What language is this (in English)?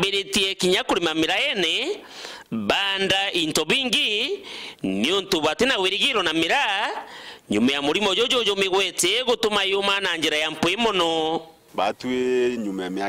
Meru